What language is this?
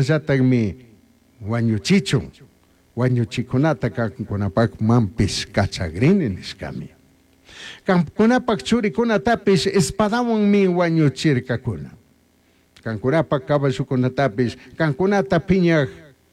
Chimborazo Highland Quichua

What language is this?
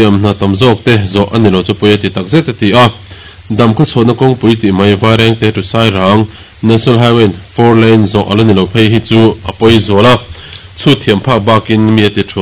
Mizo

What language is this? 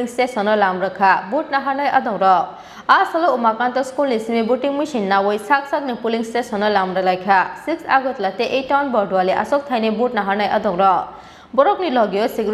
Kok Borok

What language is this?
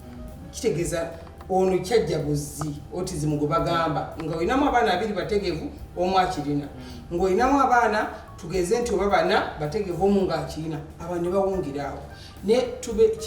Ganda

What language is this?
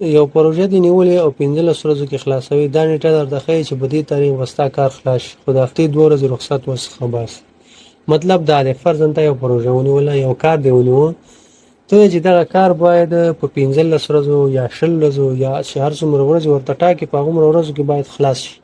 Pashto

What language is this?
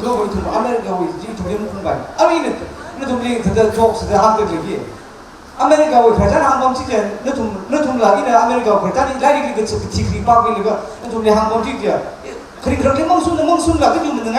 Tangkhul Naga (India)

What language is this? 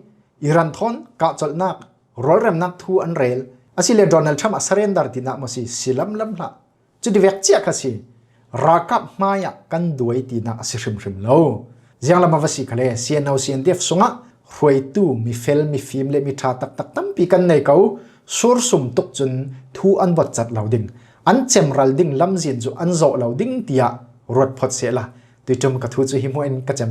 Falam Chin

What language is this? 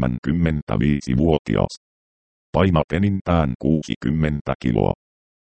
Finnish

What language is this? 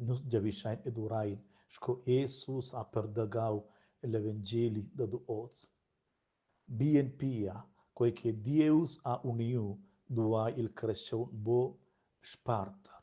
Romansh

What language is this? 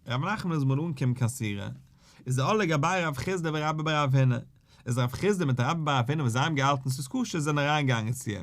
Yiddish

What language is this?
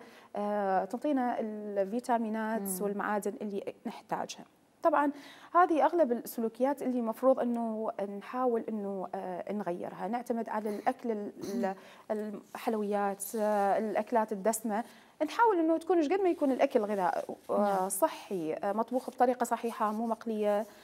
Mesopotamian Arabic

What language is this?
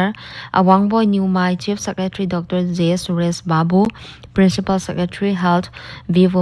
Paite Chin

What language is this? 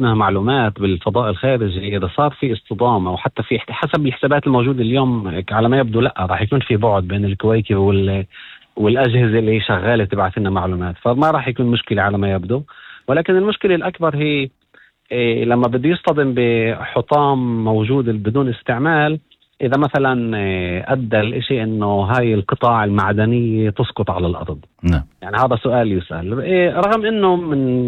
North Levantine Arabic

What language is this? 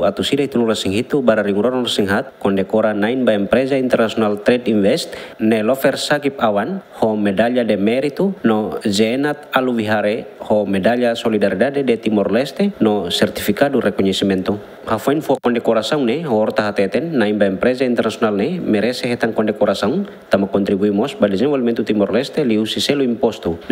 Tetum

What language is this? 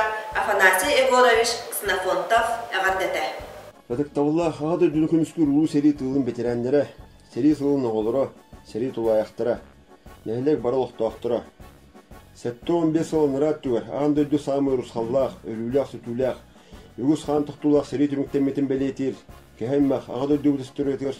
Yakut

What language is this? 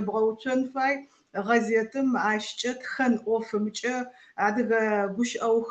Adyghe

